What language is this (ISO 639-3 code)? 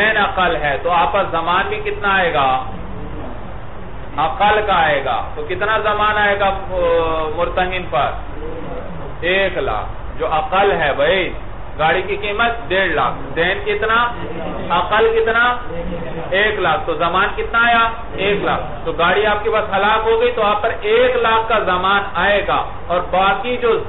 urd